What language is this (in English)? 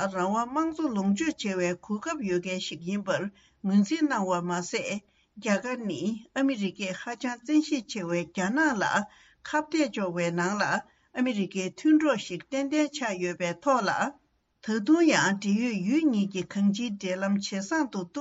Tibetan